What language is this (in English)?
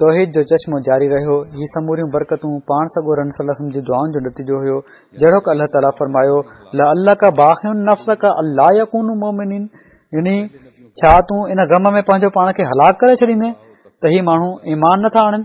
Sindhi